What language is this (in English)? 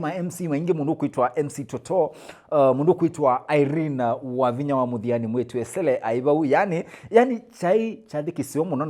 Kamba